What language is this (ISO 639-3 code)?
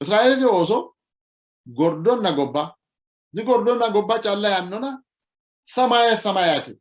sid